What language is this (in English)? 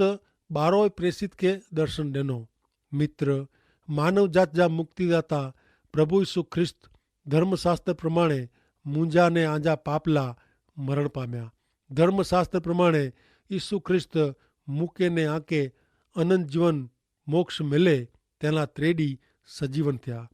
Kachhi